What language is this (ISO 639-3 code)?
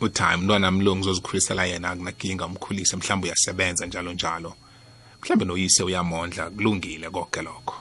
nbl